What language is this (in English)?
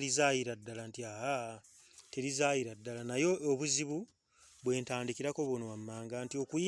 Ganda